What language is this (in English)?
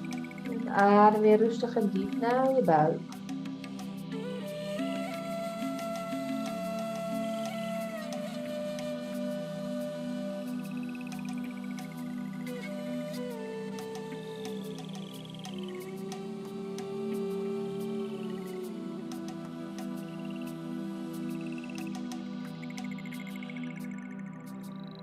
Dutch